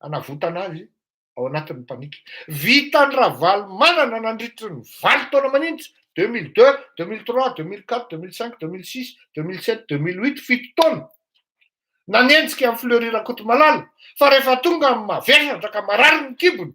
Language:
Malagasy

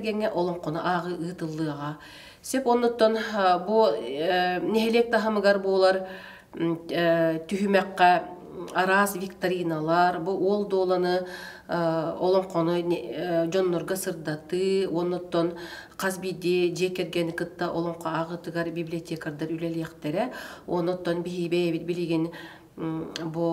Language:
Yakut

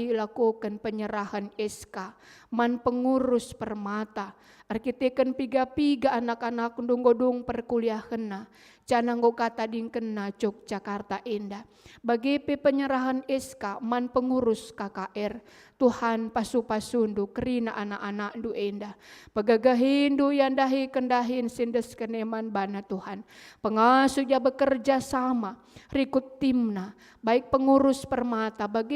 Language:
Batak Karo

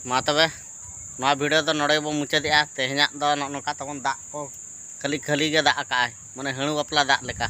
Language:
Santali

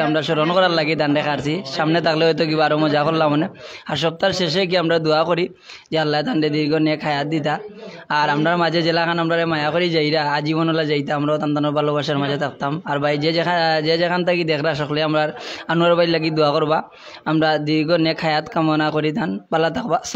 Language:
Sylheti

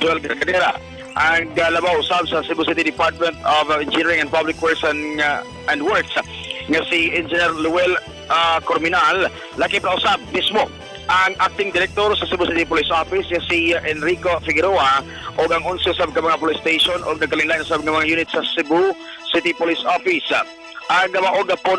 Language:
Cebuano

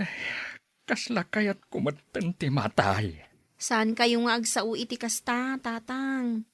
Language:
Iloko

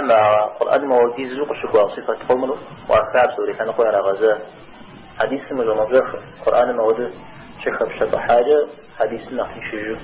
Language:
Kabardian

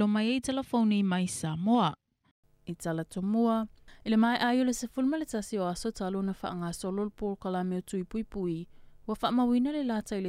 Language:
Samoan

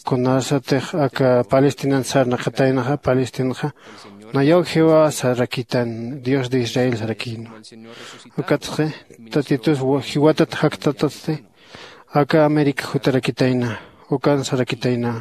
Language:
Aymara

